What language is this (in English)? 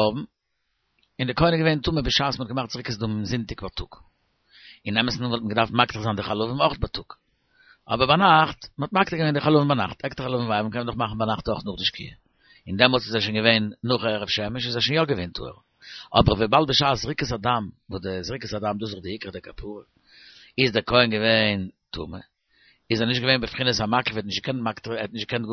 Yiddish